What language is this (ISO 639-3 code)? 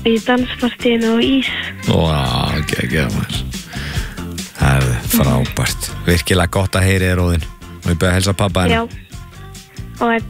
isl